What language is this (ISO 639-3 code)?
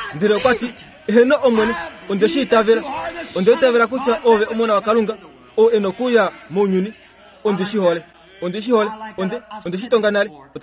kua